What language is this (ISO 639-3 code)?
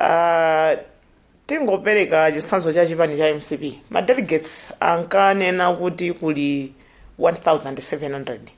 nya